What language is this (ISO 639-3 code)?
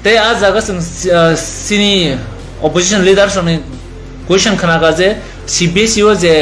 trp